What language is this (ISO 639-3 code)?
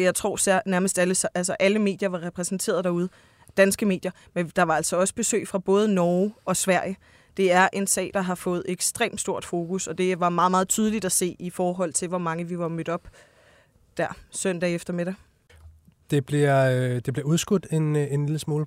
dan